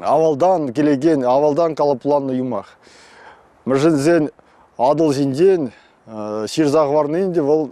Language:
Chuvash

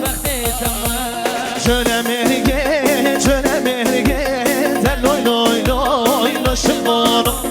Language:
Kurdish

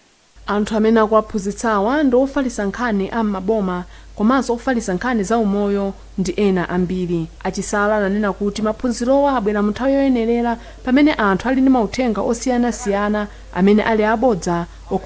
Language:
Nyanja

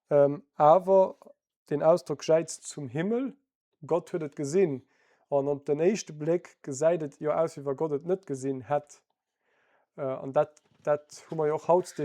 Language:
Luxembourgish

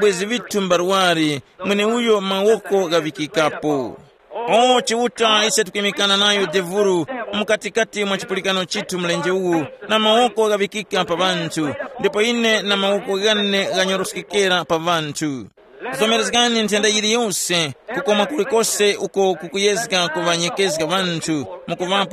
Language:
Tumbuka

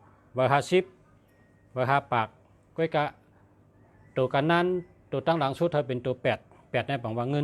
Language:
Shan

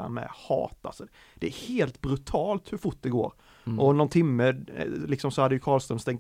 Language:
Swedish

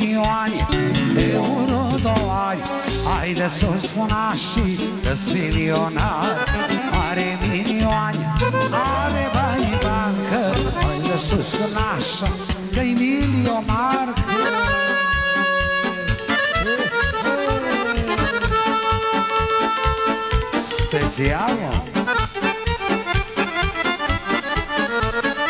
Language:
Romanian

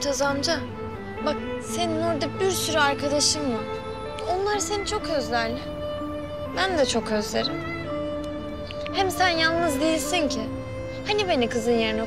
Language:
Turkish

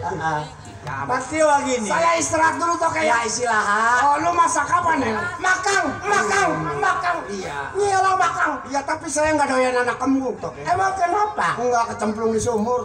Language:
Betawi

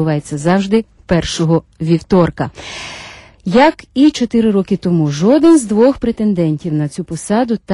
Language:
Ukrainian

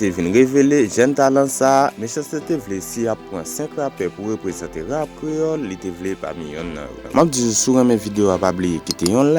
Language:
Haitian Creole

